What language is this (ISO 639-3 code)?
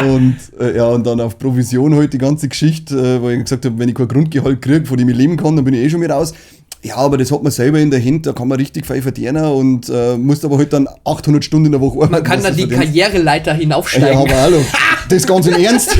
bar